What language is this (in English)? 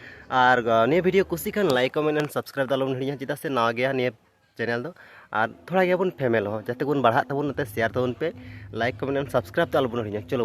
Santali